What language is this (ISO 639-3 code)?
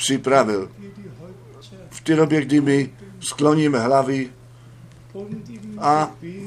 ces